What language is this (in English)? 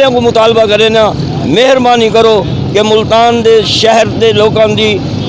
Saraiki